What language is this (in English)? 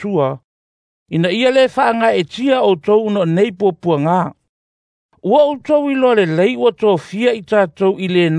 Samoan